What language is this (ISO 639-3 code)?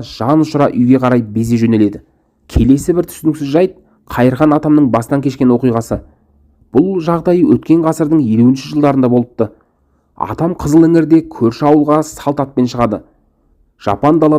kaz